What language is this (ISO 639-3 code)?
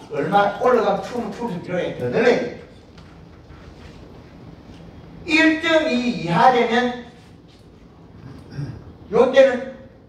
kor